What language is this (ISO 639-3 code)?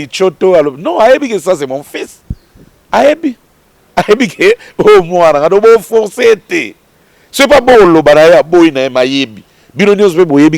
lin